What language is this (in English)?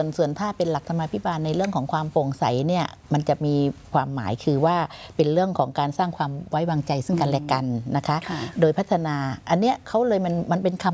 Thai